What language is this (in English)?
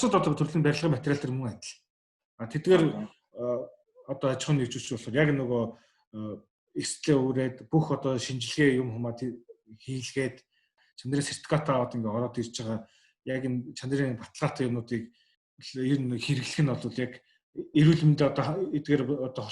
Mongolian